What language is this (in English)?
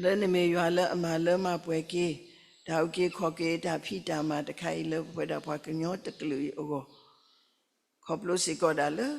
S'gaw Karen